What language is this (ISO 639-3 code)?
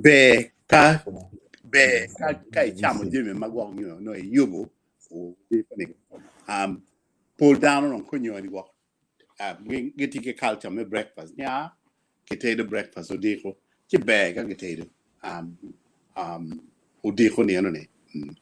ach